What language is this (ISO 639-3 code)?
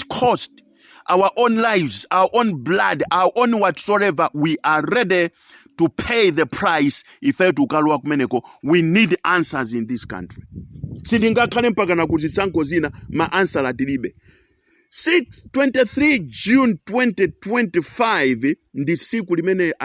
nya